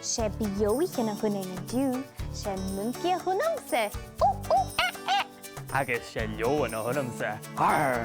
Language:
Scottish Gaelic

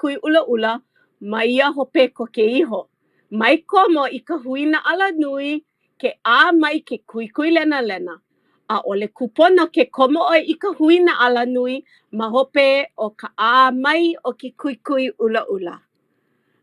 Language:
Hawaiian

